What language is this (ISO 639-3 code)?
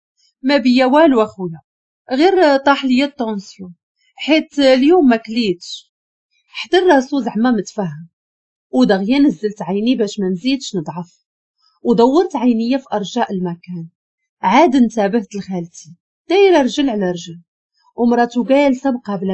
ary